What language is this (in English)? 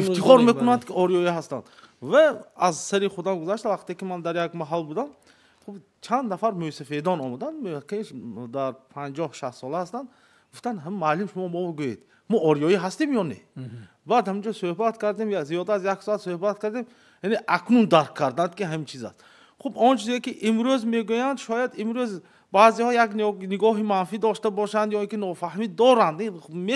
Tajik